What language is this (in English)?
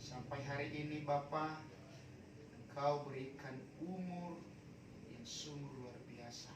Nias